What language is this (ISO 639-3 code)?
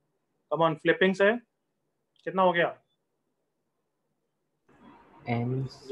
hin